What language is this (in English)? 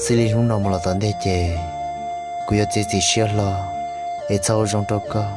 Hmong